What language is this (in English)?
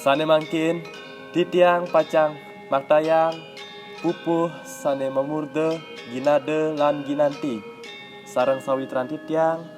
Balinese